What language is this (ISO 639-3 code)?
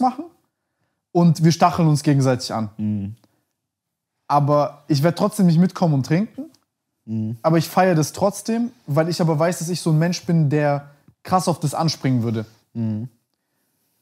deu